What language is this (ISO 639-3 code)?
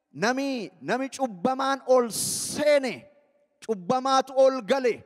orm